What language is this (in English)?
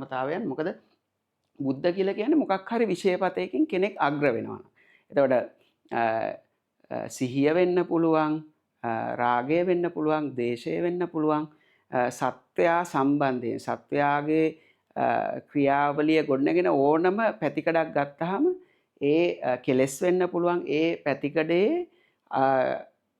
Sinhala